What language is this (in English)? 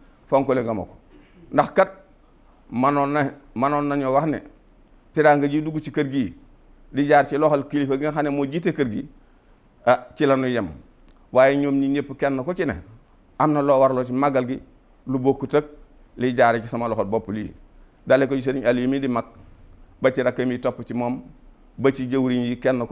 Wolof